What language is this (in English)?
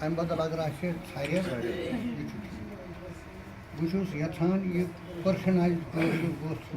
Kashmiri